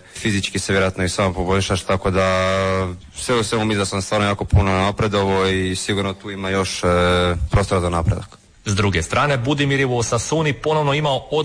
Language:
Croatian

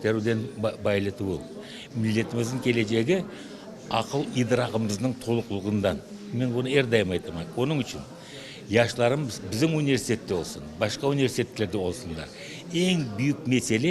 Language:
Crimean Tatar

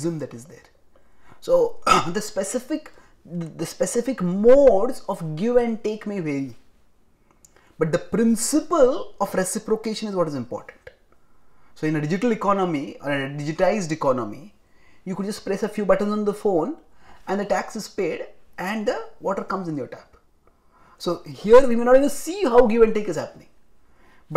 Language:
English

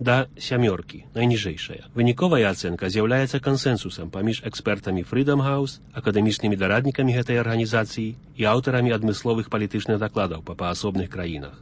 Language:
Belarusian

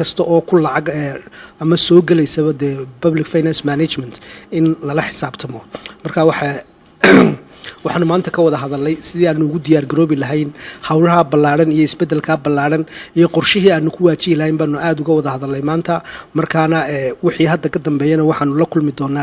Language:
Somali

